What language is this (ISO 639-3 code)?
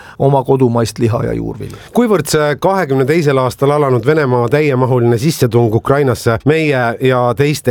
est